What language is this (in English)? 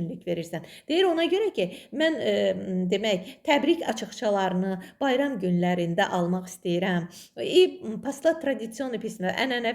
Azerbaijani